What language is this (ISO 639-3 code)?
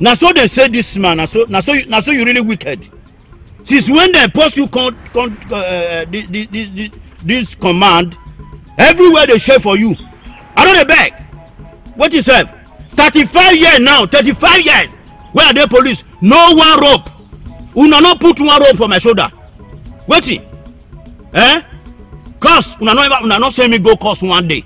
pcm